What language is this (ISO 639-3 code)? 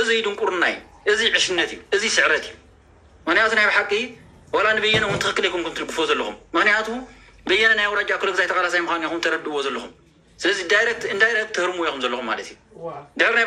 tir